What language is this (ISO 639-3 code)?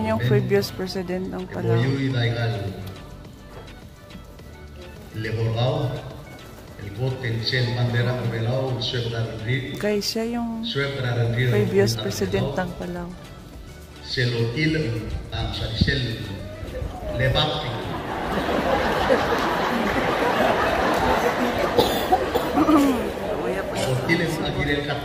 fil